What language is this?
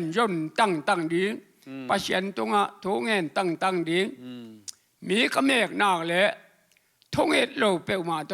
Tedim Chin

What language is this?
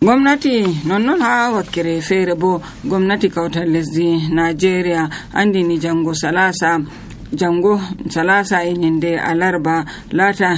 Nigerian Fulfulde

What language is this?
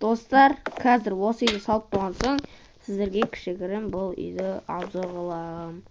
Kazakh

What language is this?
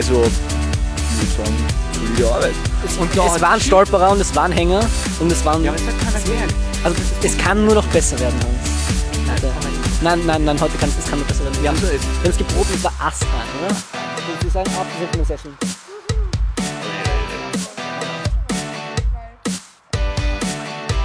German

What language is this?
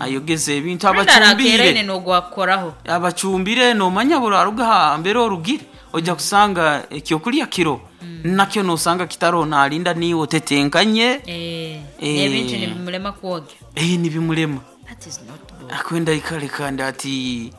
Nyoro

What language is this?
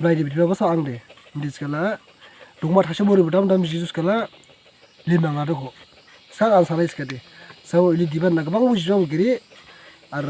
Dimasa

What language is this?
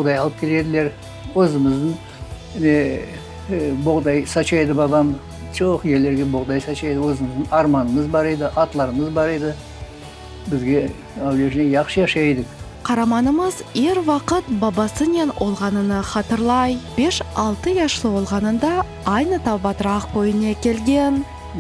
Crimean Tatar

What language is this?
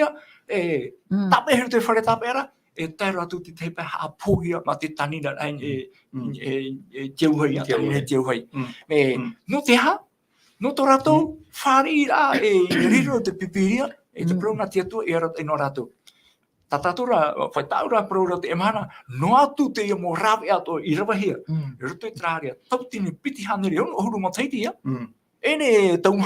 Tahitian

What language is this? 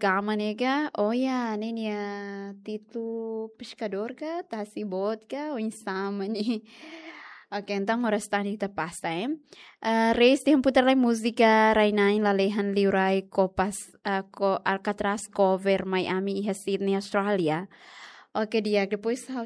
Tetum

